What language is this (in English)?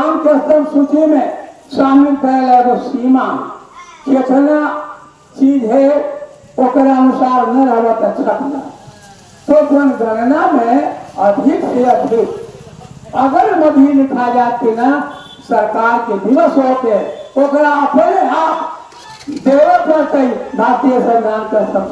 Magahi